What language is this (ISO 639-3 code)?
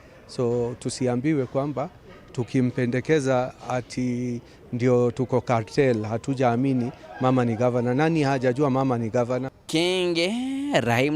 mer